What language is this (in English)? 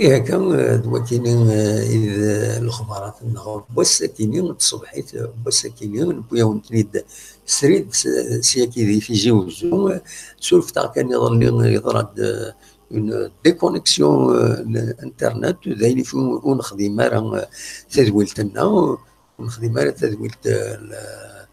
Kabyle